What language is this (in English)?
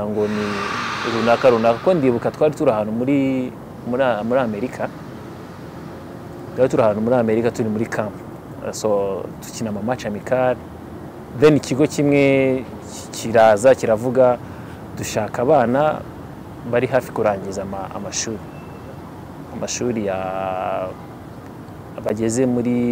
Kinyarwanda